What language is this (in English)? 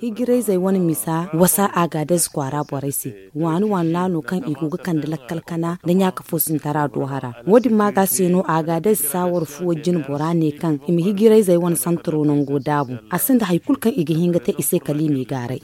Zarma